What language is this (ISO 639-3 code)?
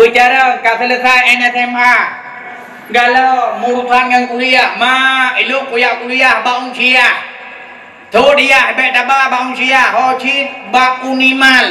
ace